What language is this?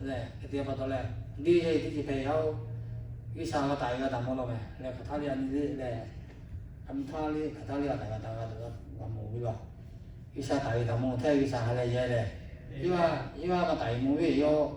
Lahu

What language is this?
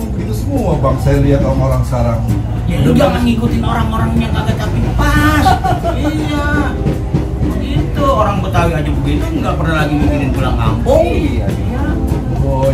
Betawi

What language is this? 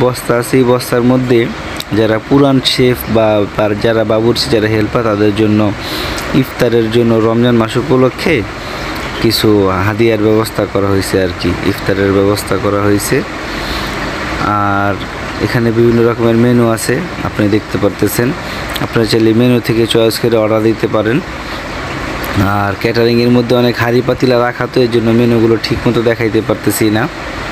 Bangla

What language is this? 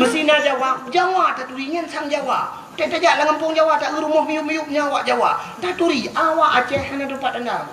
Achinese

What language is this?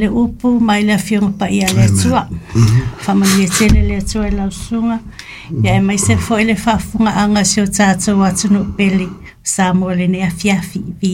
Samoan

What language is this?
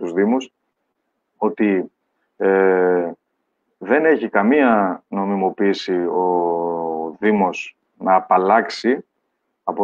Greek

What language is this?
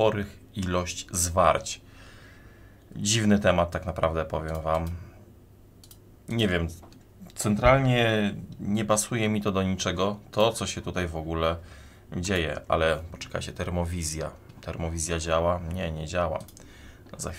Polish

